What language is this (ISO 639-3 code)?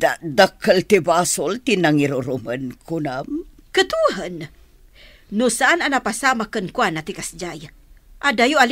ilo